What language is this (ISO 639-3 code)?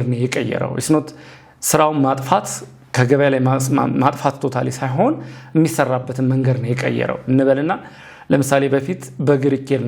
amh